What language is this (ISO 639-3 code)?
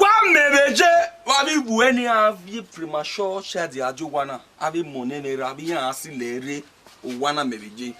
bin